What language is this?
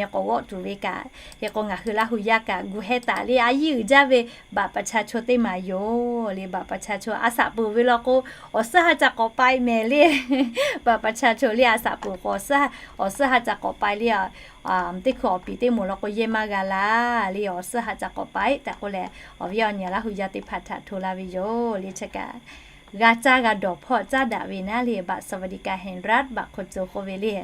Lahu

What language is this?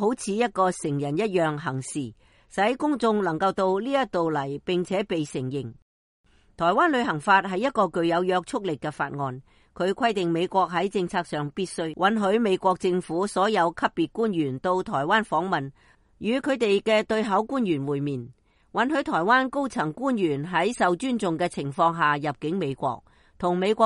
Cantonese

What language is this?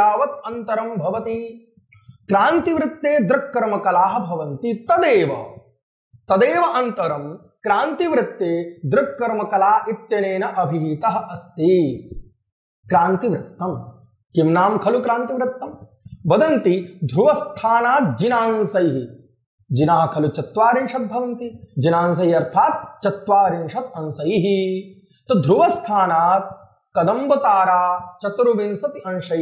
Sanskrit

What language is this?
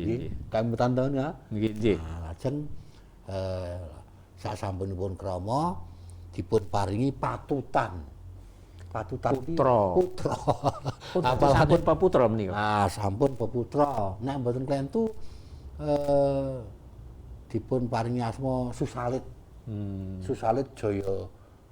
Javanese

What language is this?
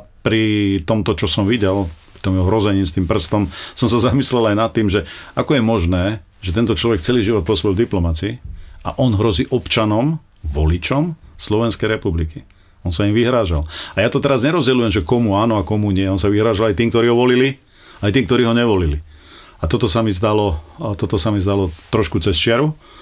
Slovak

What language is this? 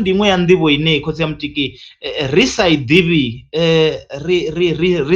Venda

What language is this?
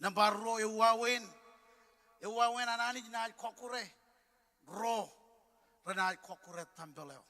Marshallese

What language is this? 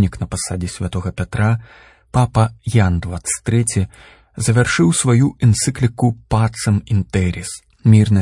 Belarusian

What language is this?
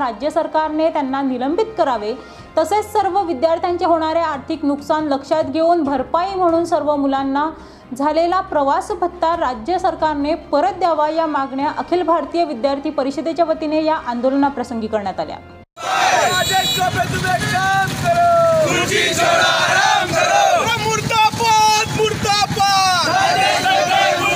Marathi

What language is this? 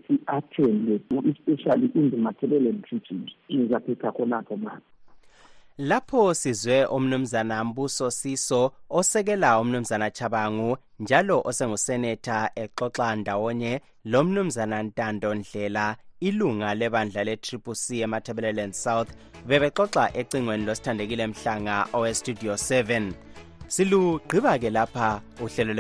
North Ndebele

